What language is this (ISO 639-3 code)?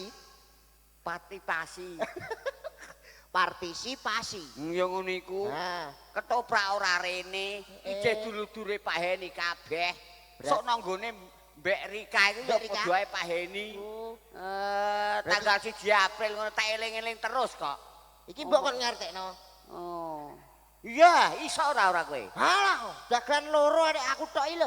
jav